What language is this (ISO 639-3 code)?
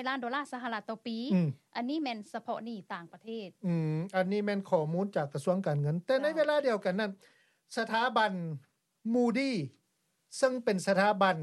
lao